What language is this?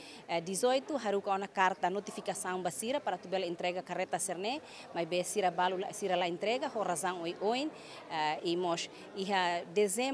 Tetum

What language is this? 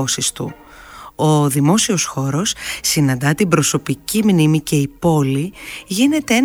Greek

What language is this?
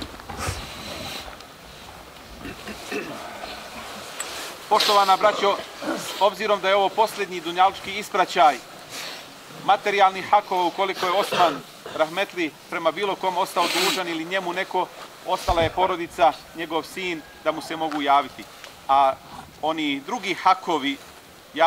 Bosnian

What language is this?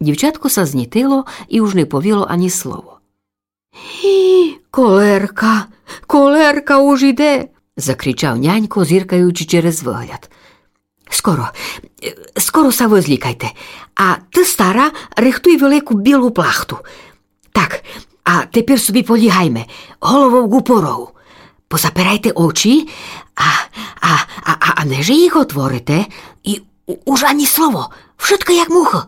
Rusyn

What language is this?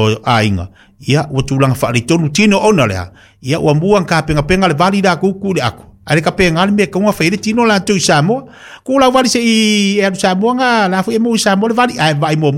Samoan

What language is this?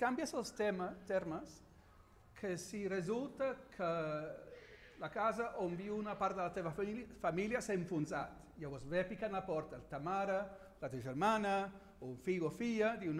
Catalan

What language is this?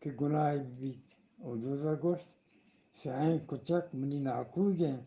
Eastern Balochi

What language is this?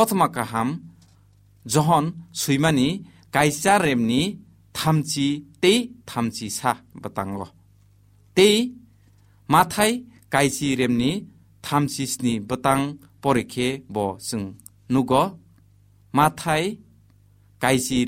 Kok Borok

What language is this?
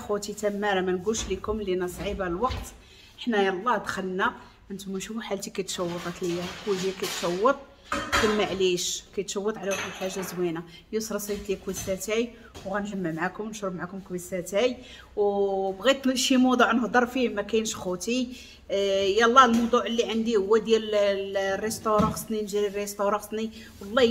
Moroccan Arabic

